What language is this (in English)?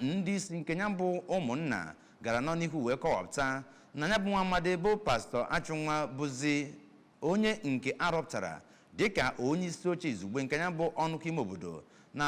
Igbo